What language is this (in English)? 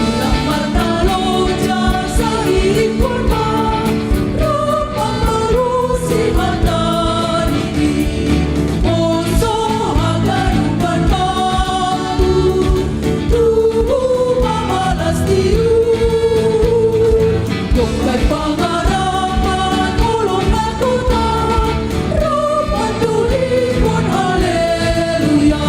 Batak Simalungun